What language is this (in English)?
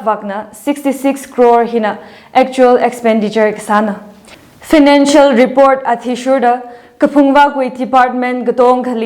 Tangkhul Naga (India)